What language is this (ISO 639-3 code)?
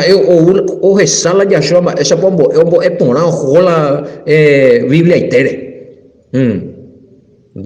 grn